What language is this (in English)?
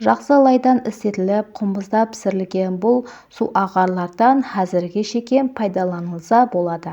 Kara-Kalpak